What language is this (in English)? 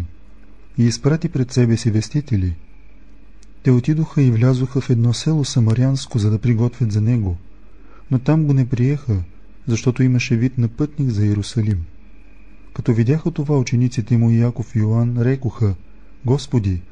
Bulgarian